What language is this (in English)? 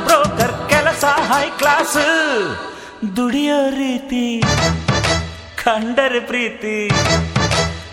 Kannada